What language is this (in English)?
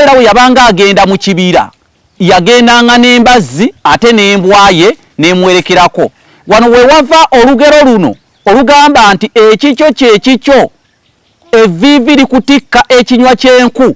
Ganda